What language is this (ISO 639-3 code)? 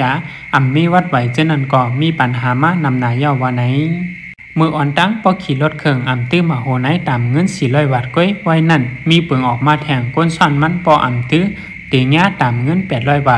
shn